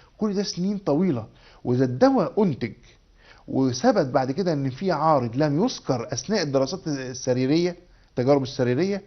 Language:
Egyptian Arabic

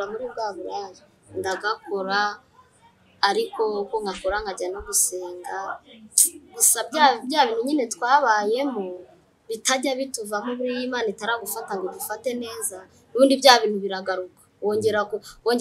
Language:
Kinyarwanda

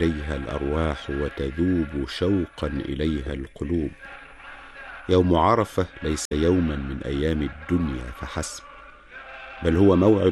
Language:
Arabic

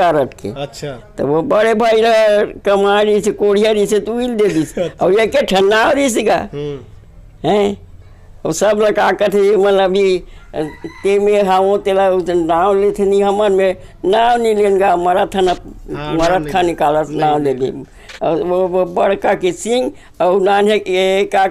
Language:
Chhattisgarhi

